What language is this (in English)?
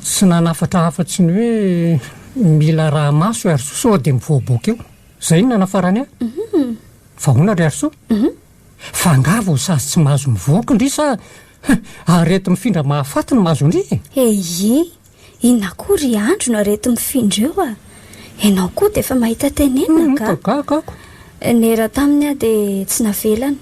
Malagasy